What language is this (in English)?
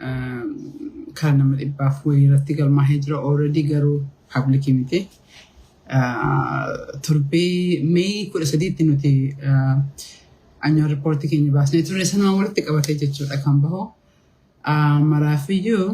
Oromo